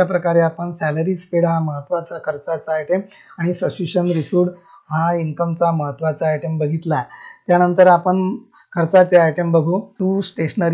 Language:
Marathi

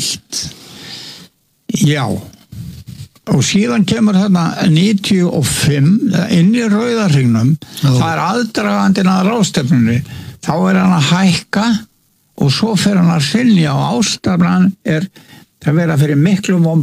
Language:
Icelandic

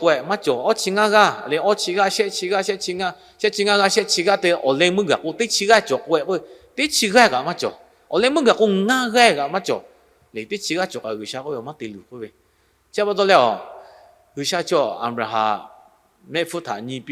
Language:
Lahu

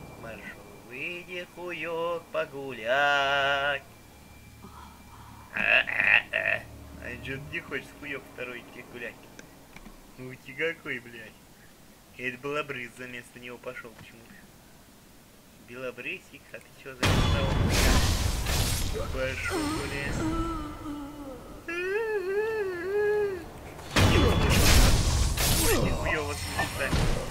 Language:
Russian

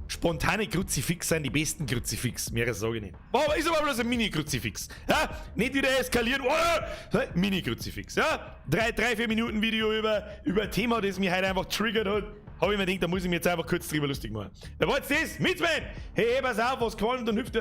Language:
Bavarian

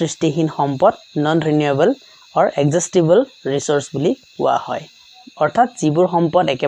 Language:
Assamese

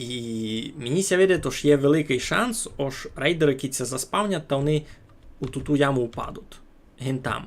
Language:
Rusyn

